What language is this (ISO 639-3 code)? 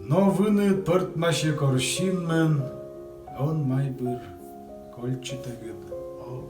kom